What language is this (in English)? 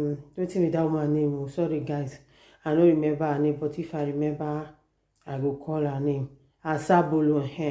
Nigerian Pidgin